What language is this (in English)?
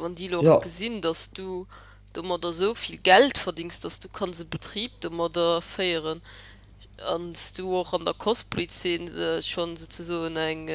Luxembourgish